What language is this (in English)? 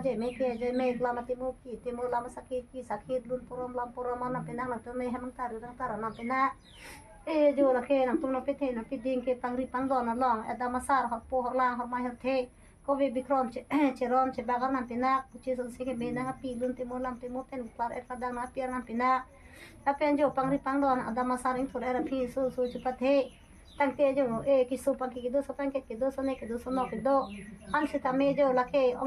Karbi